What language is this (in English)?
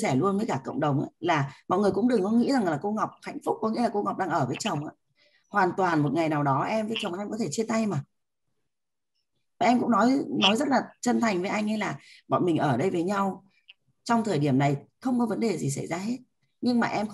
Vietnamese